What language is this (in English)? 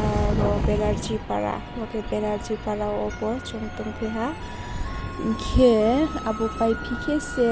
Riang (India)